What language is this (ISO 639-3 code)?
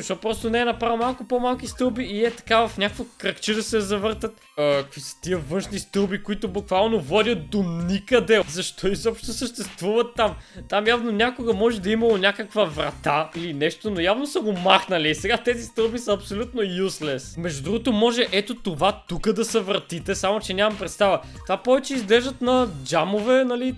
bul